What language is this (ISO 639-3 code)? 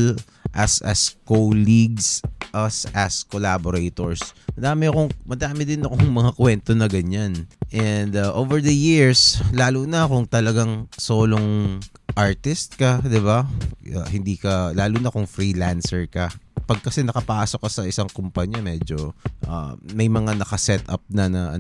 fil